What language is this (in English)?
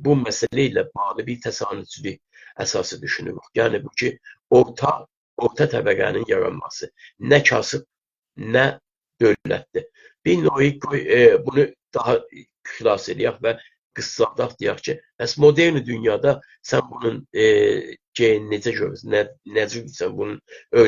South Azerbaijani